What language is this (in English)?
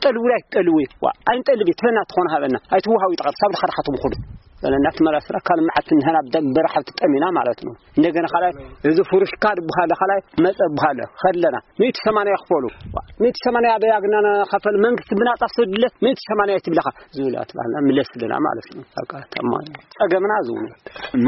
Tigrinya